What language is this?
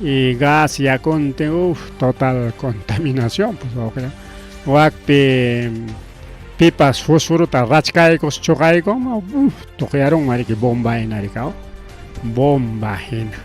Ayacucho Quechua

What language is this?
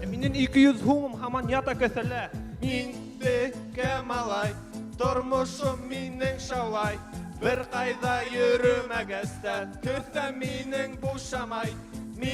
Bashkir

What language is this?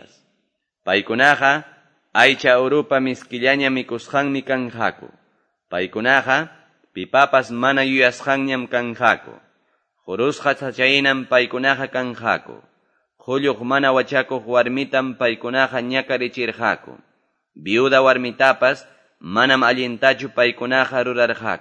Quechua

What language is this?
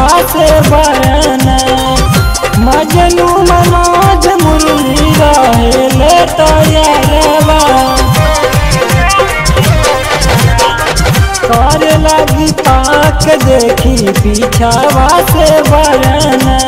Bhojpuri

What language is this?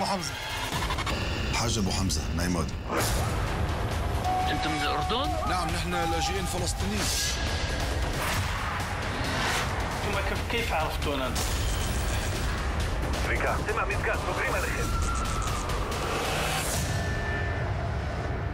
Hebrew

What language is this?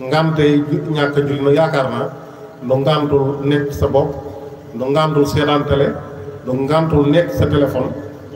Wolof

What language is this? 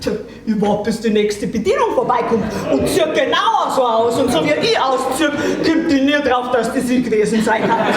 Bavarian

